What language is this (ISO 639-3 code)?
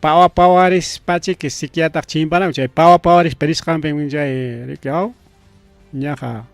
quy